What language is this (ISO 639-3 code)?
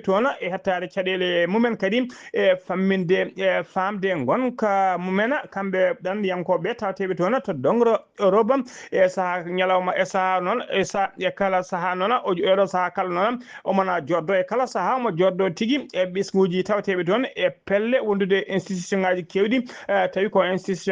ful